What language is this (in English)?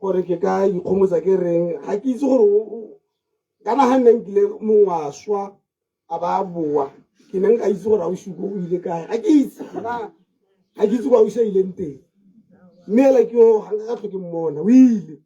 Tswana